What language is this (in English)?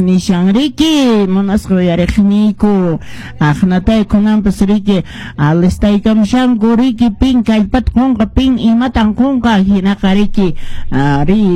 Quechua